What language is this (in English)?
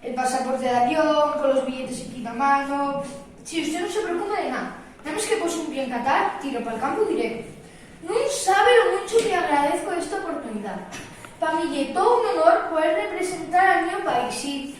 Asturian